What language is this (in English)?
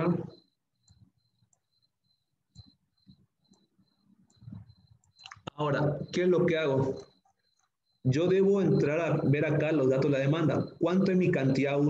Spanish